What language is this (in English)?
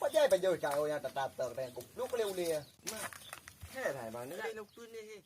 Achinese